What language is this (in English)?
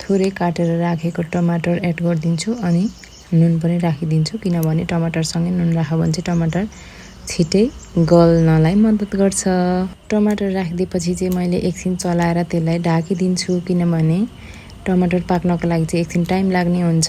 Nepali